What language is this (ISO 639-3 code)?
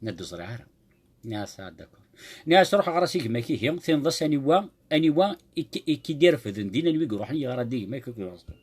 kab